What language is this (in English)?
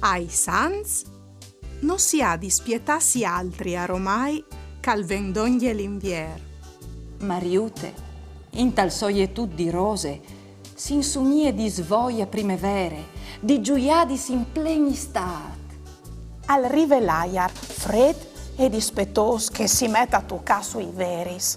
Friulian